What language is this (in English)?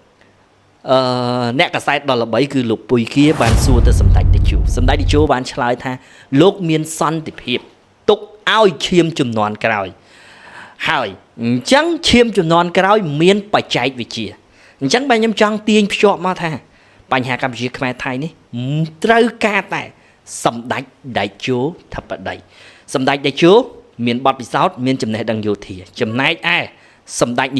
Khmer